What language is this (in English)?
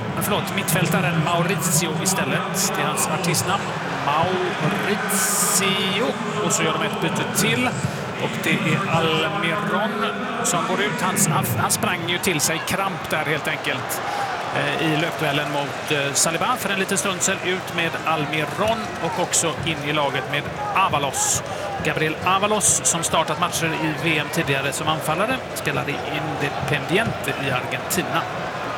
Swedish